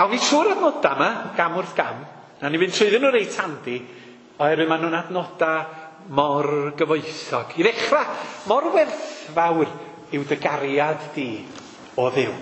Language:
Welsh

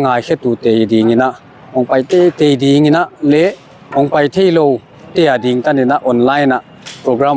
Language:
Paite Chin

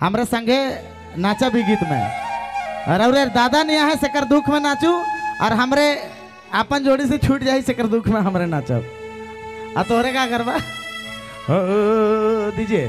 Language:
Sadri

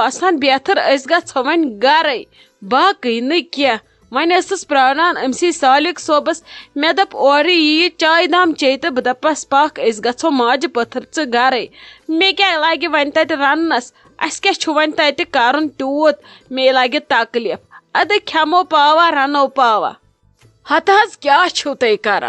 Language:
Kashmiri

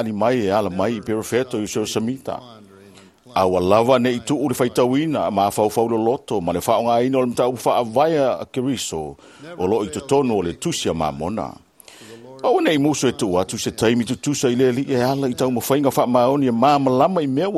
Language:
Samoan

